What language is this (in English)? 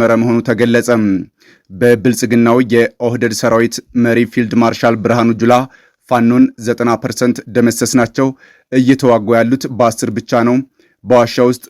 Amharic